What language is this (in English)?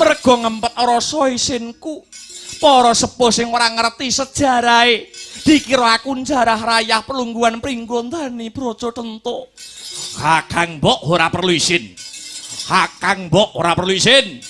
Javanese